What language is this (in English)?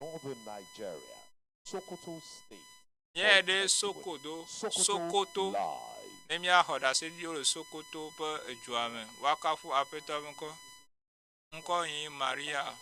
Ewe